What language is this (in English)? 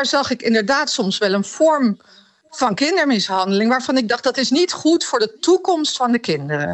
Dutch